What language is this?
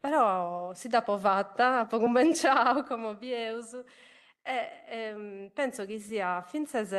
Sardinian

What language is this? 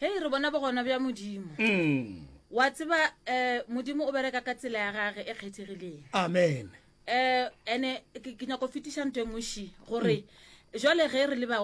Northern Sotho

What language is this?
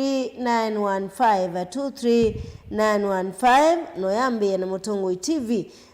Kamba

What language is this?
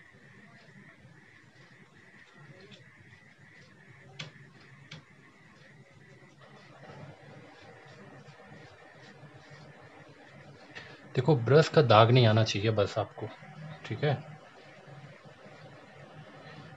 Hindi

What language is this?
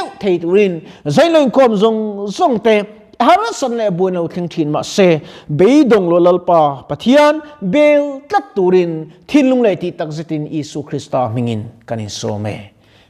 Mizo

